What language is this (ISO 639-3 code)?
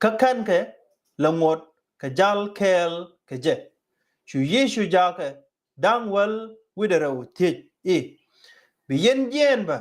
nus